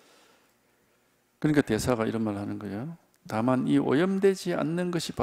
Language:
Korean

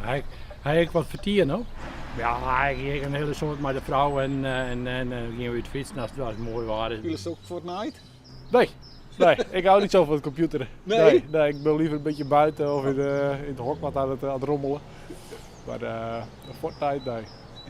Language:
Western Frisian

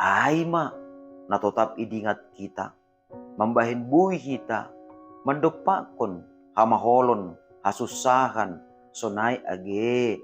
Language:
Batak Simalungun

